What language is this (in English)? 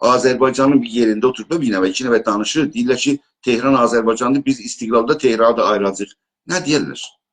South Azerbaijani